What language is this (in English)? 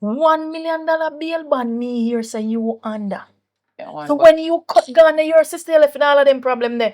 Jamaican Creole English